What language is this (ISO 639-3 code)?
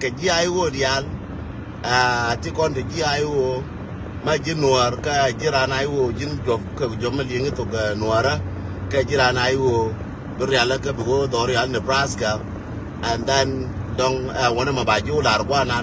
nus